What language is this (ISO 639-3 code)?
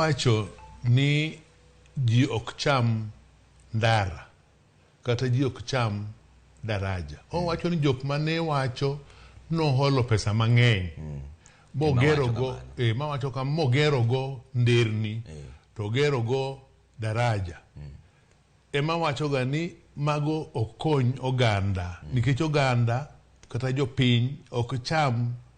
luo